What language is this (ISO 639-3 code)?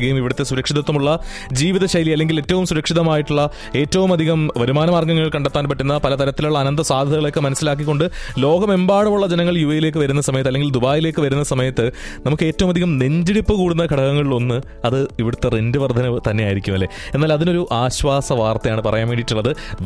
mal